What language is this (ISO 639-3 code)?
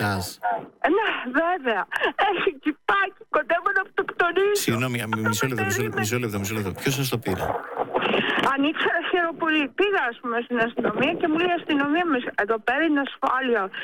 ell